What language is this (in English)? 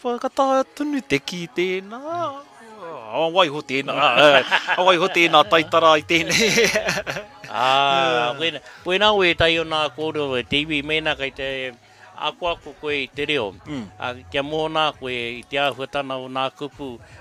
Māori